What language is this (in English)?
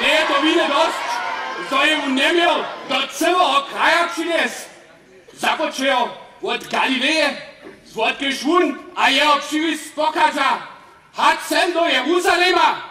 Upper Sorbian